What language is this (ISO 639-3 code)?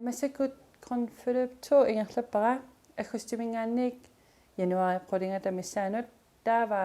kal